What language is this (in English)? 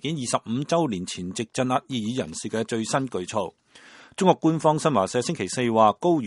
Cantonese